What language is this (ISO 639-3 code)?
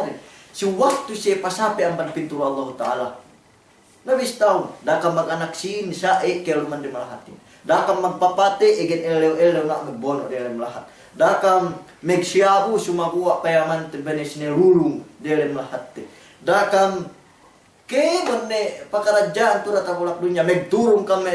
yka